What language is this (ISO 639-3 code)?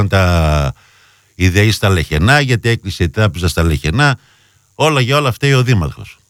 ell